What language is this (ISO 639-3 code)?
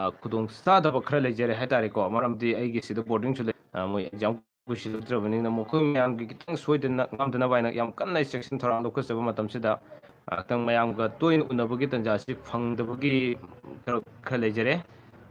mni